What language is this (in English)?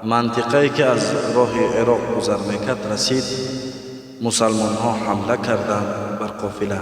Tajik